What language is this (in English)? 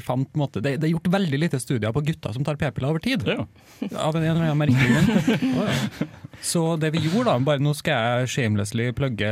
Norwegian